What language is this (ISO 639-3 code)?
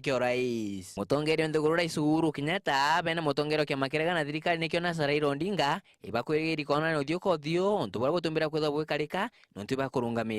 mer